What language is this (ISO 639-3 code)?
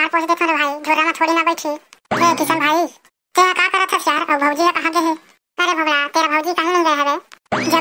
hne